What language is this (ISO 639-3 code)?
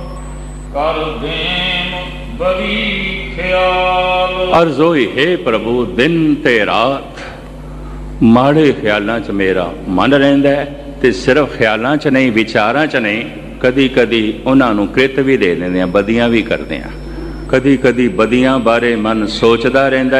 pan